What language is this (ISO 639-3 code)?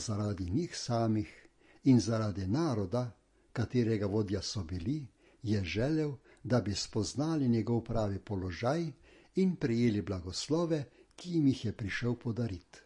slv